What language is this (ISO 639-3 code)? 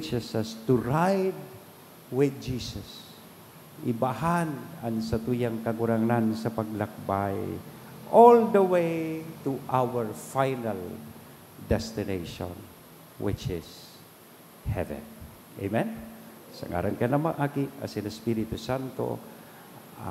bik